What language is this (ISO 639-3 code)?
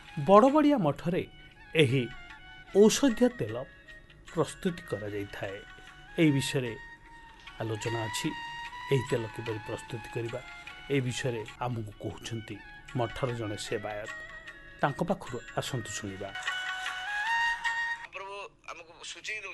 ori